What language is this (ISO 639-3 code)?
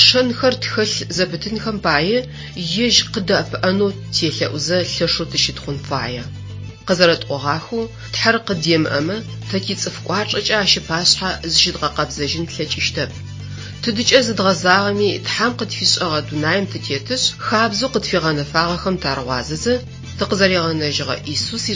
ady